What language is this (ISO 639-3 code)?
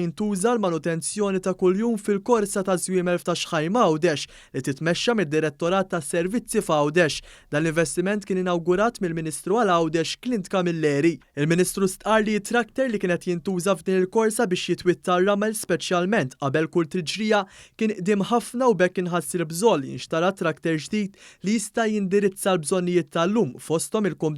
mlt